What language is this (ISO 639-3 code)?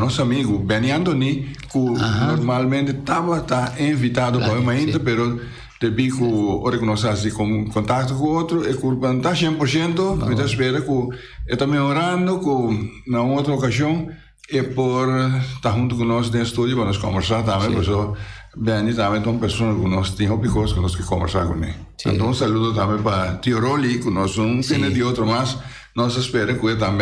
pap